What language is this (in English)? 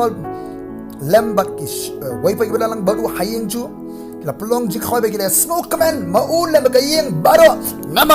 Khasi